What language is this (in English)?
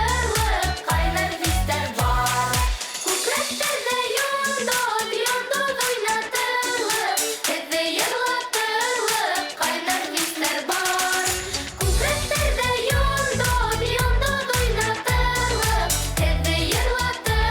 Bashkir